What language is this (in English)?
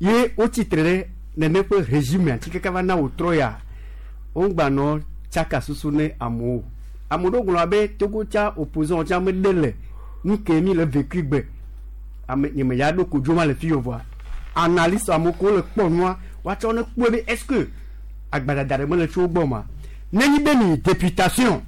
Gen